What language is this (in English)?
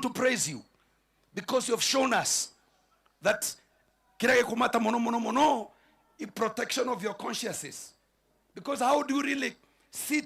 Meru